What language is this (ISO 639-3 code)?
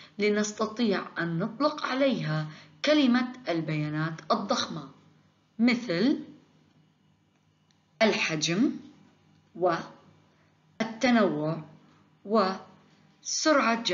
ara